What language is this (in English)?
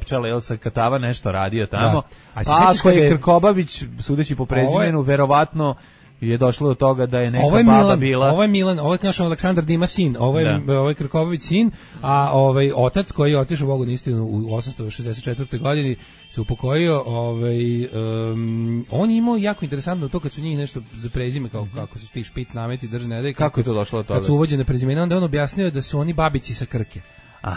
Serbian